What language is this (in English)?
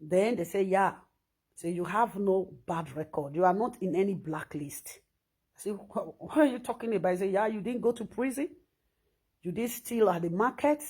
Nigerian Pidgin